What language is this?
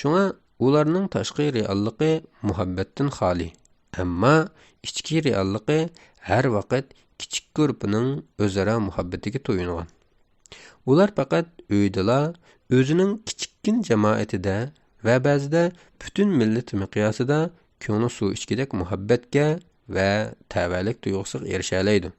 Uyghur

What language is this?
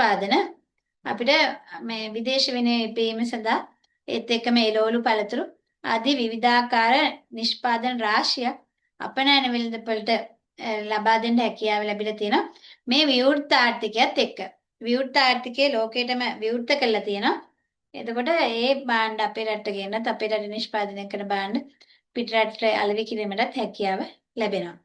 Sinhala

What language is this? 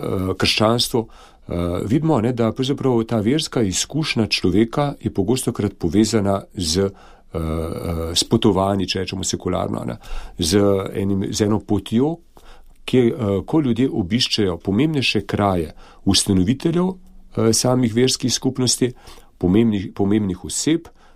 Slovenian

